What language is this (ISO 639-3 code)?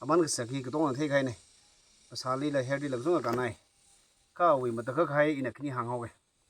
nmf